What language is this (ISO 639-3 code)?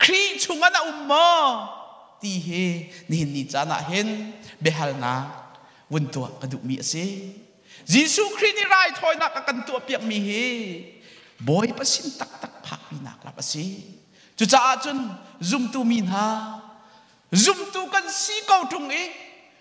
cnh